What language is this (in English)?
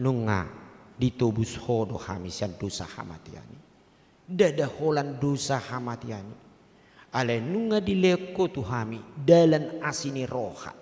Batak Toba